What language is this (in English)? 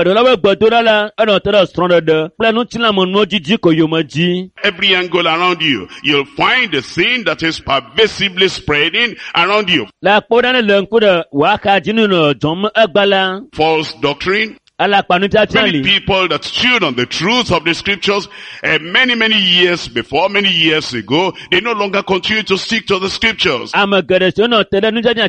Ewe